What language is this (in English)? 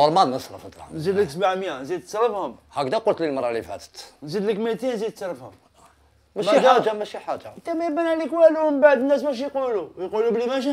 Algerian Arabic